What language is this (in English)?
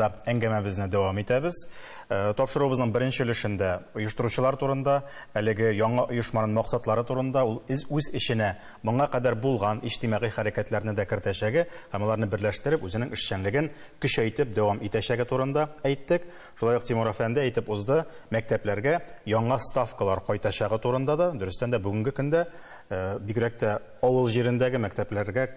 Tatar